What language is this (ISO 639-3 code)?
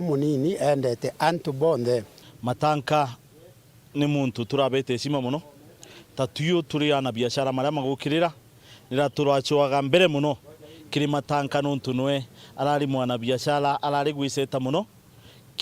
mer